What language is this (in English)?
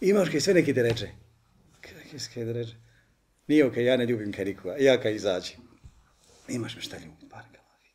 Bosnian